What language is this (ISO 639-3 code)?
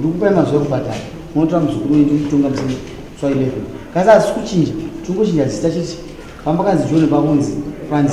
sna